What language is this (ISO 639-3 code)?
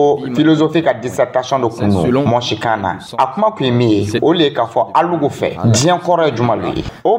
dyu